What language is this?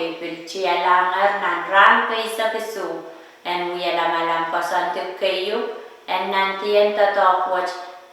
Pohnpeian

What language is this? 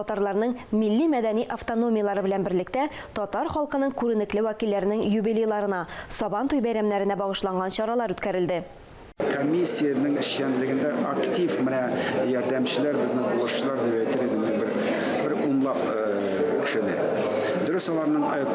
Tatar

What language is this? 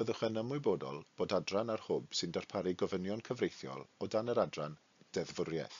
Welsh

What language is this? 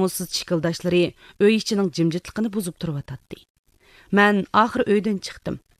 Uyghur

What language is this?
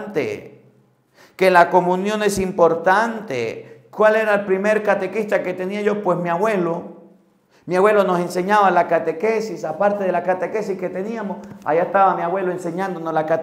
Spanish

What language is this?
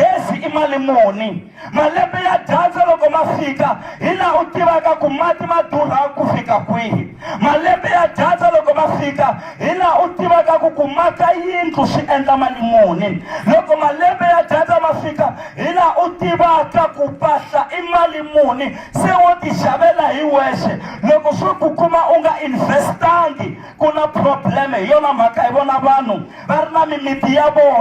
Tsonga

